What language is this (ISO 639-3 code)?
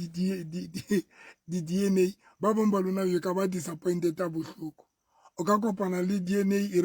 sot